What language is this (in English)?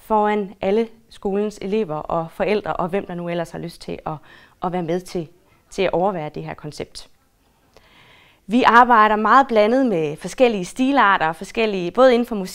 Danish